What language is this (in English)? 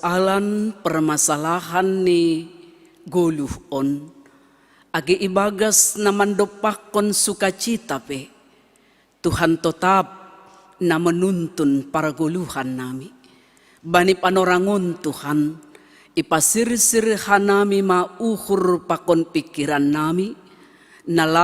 Batak Simalungun